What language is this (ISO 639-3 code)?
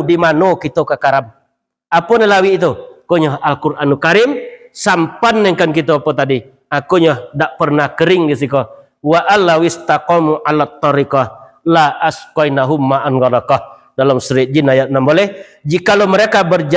min